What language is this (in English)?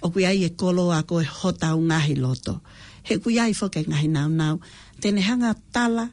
Tongan